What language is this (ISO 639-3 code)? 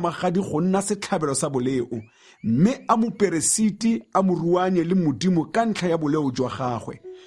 tsn